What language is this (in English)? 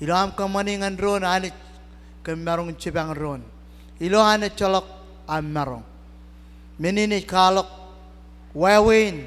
Marshallese